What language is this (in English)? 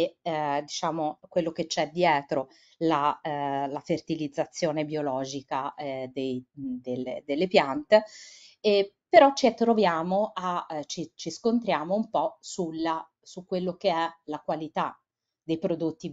Italian